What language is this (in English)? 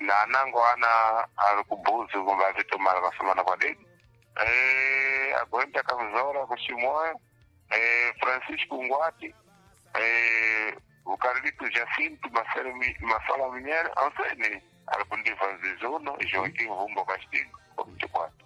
Sena